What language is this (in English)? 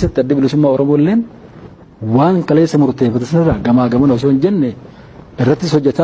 Oromo